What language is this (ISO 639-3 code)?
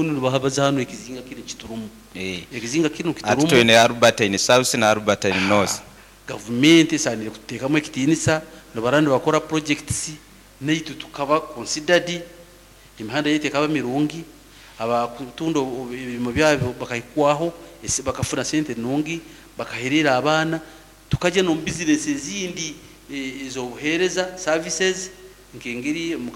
nyn